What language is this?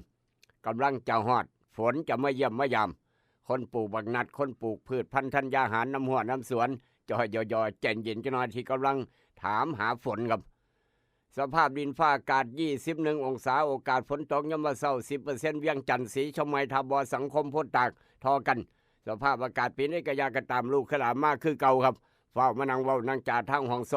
Northeastern Thai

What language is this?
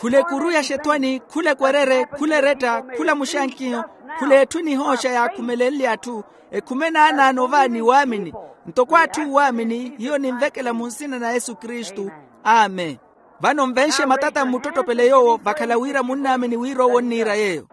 Makhuwa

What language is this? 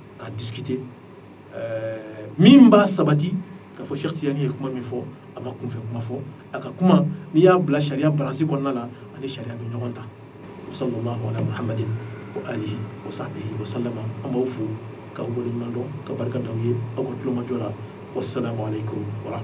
Bambara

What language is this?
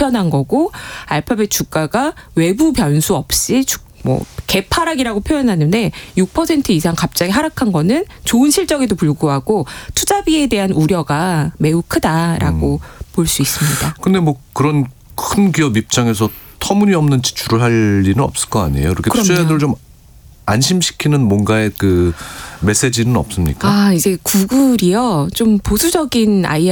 Korean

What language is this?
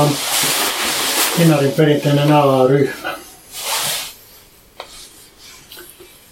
Finnish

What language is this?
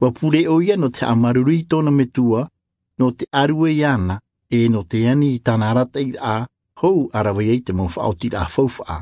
Tahitian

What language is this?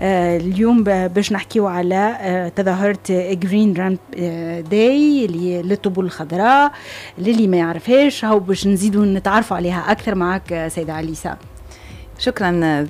Tunisian Arabic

